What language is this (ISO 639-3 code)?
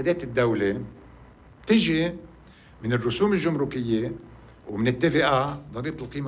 apc